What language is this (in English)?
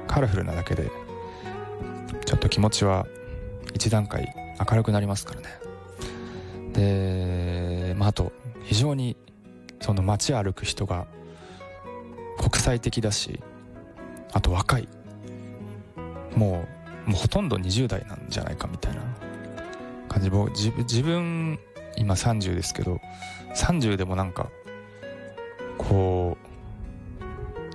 Japanese